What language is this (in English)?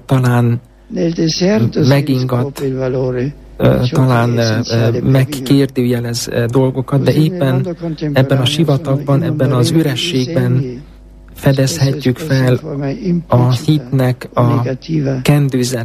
Hungarian